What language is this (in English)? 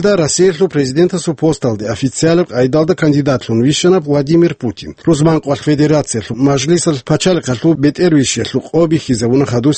Avaric